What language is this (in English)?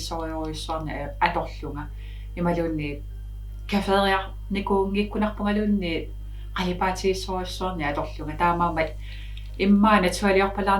Kalaallisut